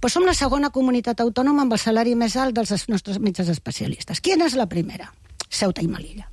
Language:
Catalan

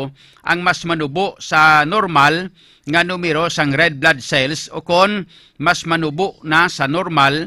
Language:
Hiligaynon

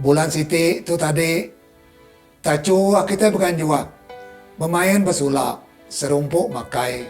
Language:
Iban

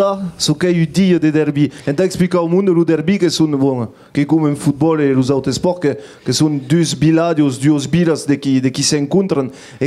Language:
Occitan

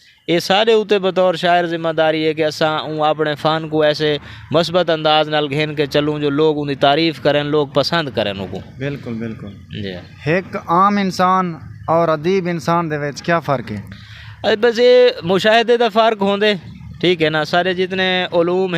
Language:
Saraiki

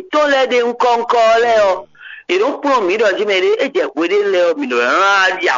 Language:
Fon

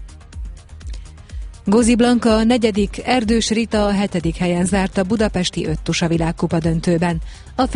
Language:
Hungarian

